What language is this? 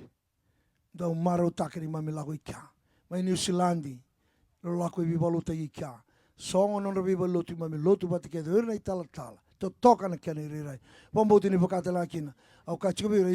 Fijian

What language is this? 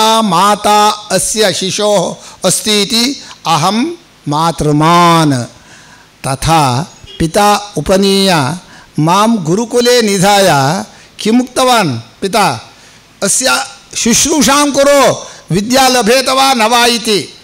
Sanskrit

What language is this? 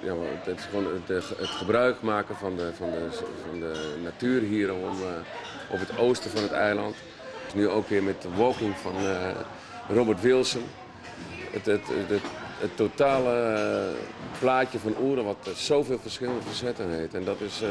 Western Frisian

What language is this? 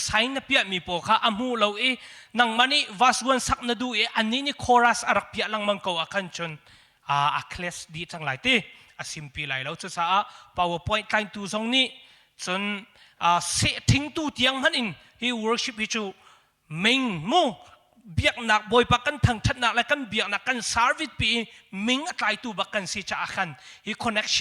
Hakha Chin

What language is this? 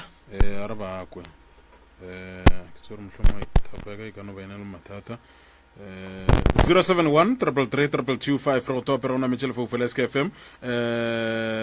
Northern Sotho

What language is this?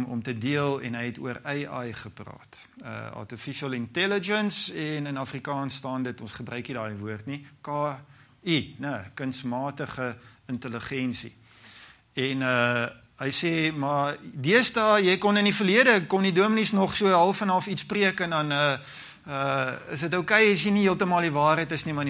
Afrikaans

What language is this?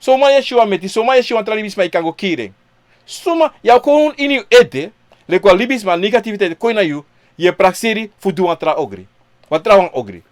Sranan Tongo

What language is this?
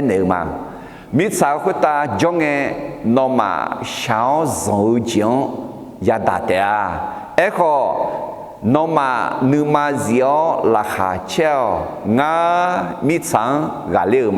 Akha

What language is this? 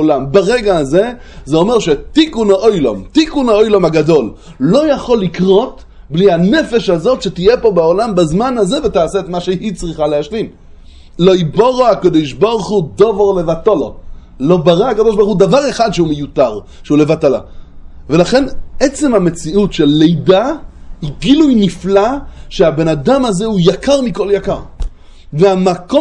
Hebrew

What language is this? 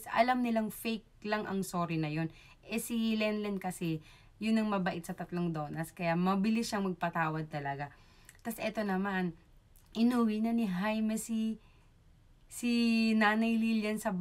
Filipino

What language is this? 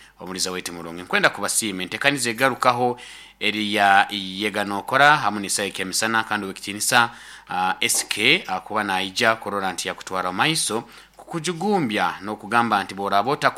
Nyoro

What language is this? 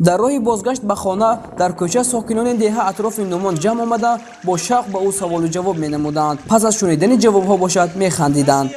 Tajik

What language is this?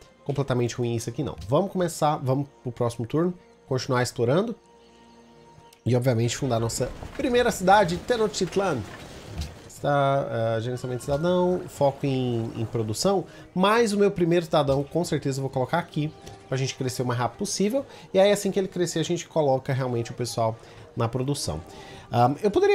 Portuguese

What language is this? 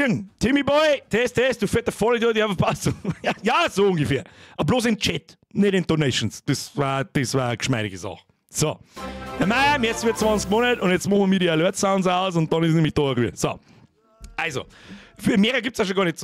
Bavarian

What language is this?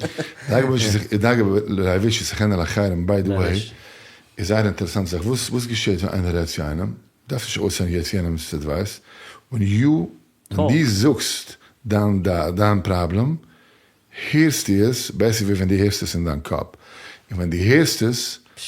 Yiddish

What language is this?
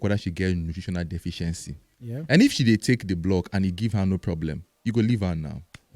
Nigerian Pidgin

